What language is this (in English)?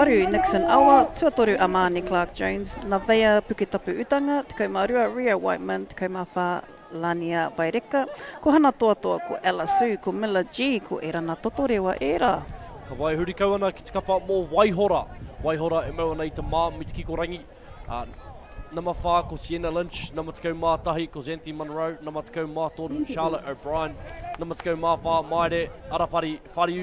Māori